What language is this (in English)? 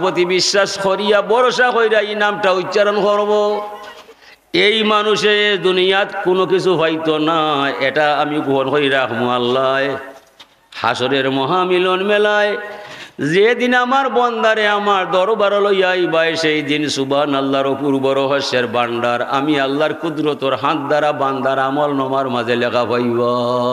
Sylheti